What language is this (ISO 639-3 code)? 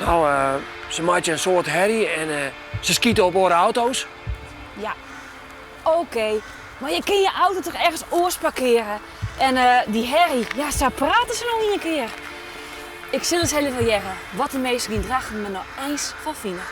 fry